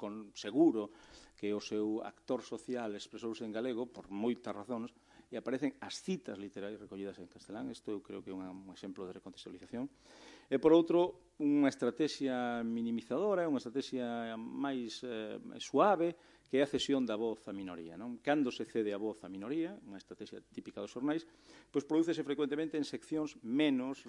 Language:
Galician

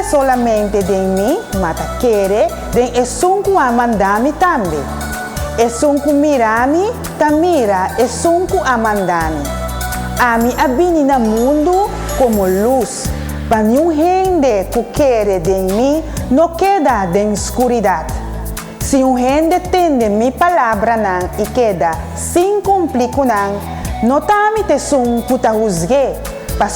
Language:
Papiamento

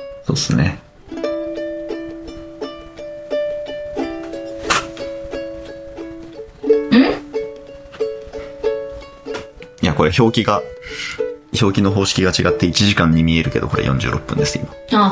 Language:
Japanese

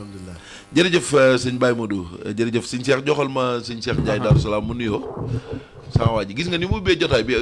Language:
Wolof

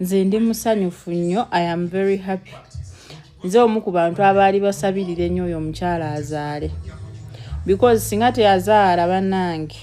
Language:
Ganda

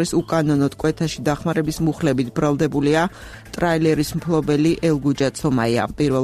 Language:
Georgian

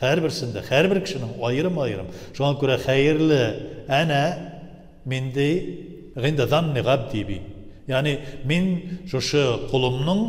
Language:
Tatar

